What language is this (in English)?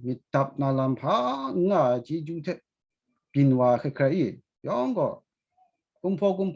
Kachin